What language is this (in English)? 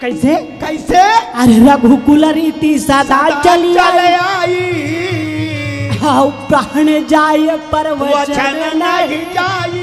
Chhattisgarhi